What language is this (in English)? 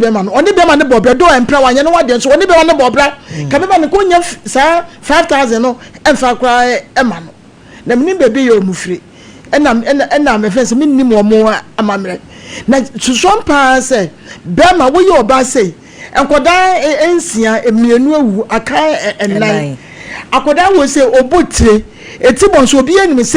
Akan